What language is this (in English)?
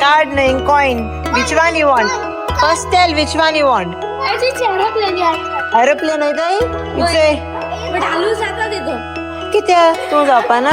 Konkani